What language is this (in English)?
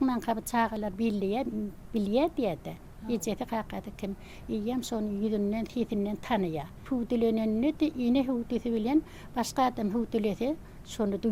Turkmen